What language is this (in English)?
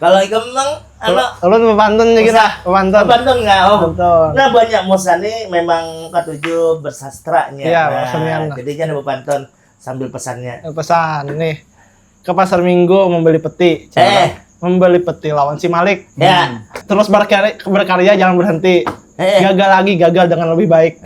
Banjar